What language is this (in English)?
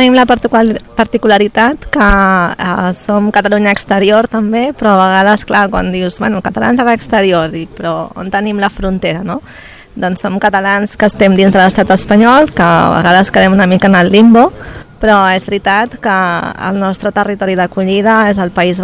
Catalan